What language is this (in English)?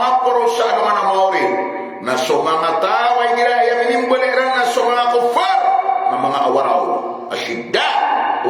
Maranao